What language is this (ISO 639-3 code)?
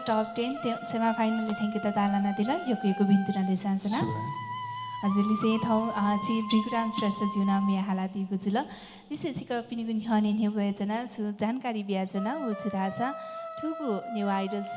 new